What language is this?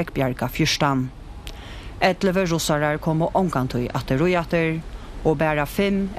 Faroese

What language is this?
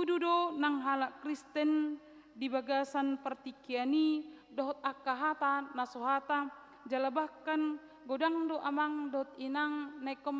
Batak Toba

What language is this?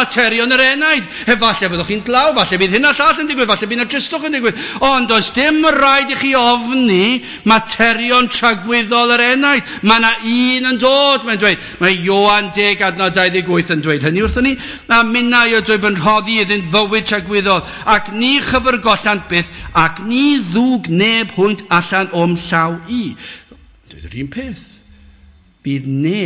Welsh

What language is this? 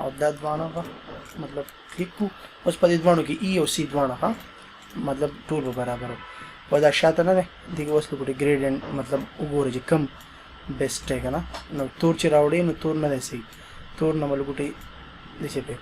Pashto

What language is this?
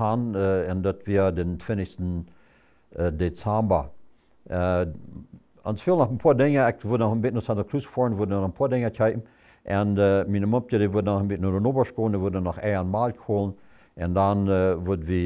Plautdietsch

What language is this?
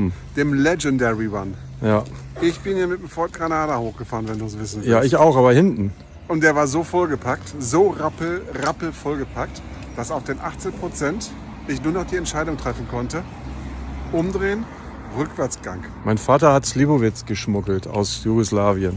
German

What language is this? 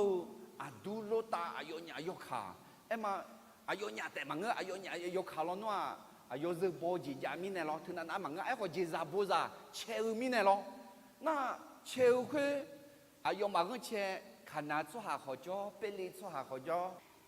Akha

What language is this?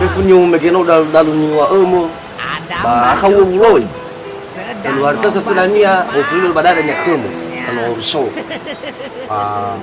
Nias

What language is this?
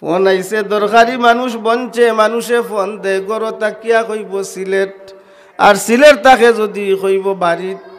Sylheti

